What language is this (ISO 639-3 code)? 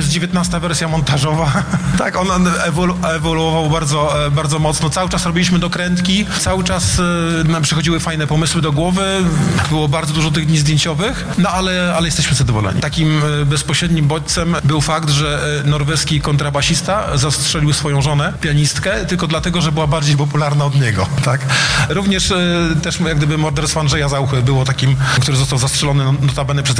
pol